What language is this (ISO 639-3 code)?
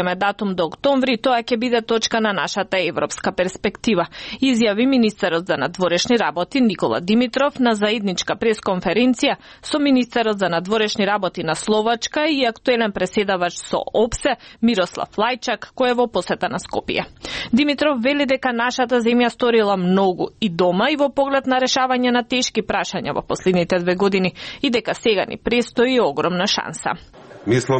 mkd